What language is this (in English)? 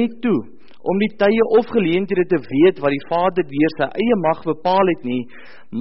Afrikaans